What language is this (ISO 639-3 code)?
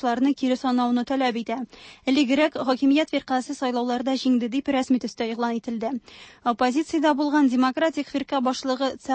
tat